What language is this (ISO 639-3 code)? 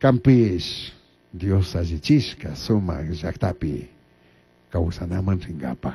qug